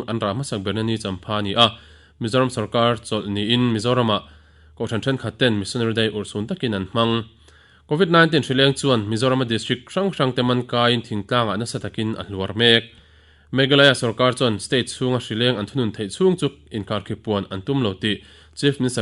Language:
Mizo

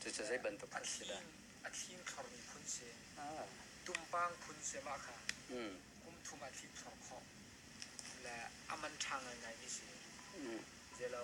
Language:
Hakha Chin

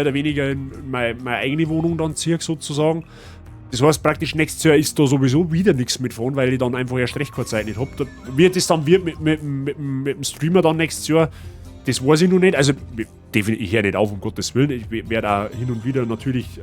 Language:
Bavarian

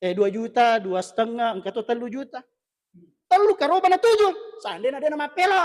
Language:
Buginese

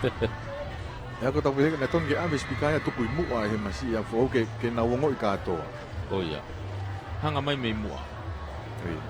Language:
Tongan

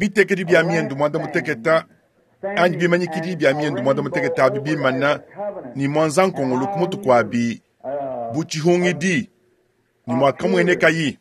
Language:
Luba-Lulua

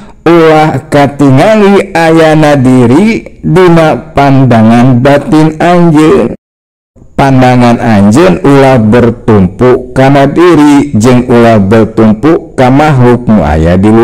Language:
Sundanese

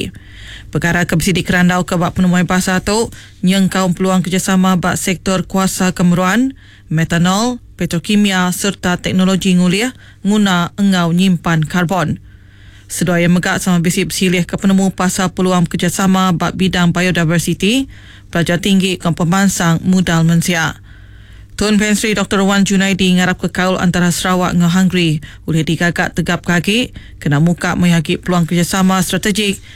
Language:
Iban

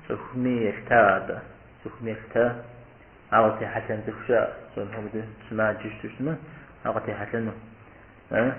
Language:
Kabardian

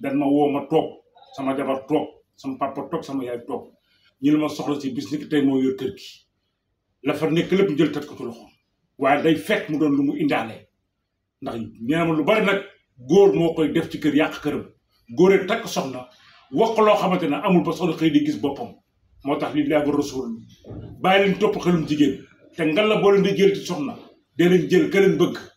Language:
Wolof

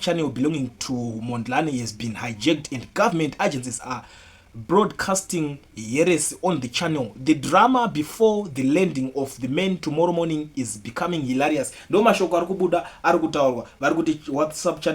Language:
Shona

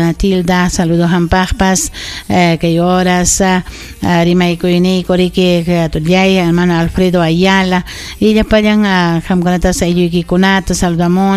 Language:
Ayacucho Quechua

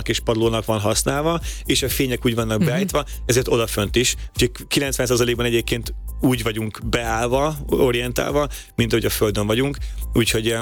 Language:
Hungarian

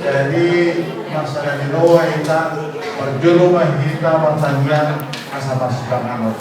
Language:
Batak Toba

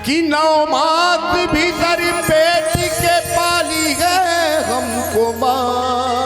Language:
Chhattisgarhi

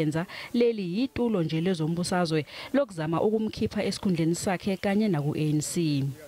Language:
Zulu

